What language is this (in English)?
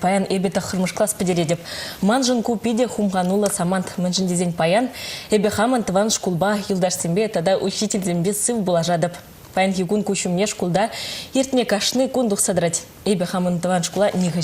Chuvash